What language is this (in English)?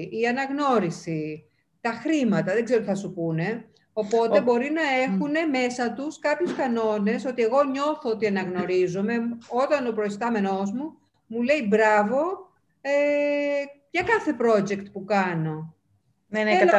Greek